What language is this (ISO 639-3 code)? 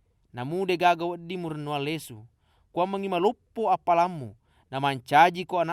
bug